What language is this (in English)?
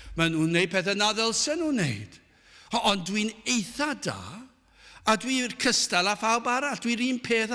Welsh